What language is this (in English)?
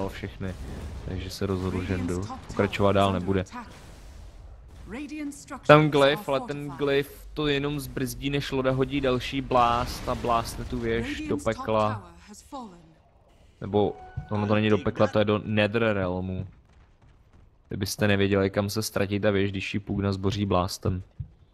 Czech